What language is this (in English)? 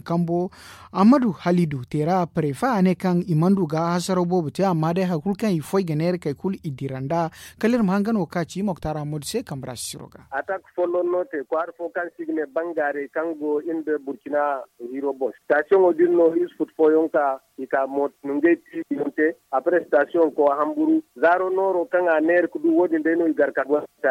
Zarma